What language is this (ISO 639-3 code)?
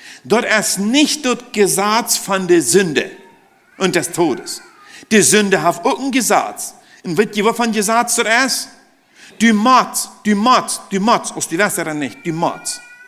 pdt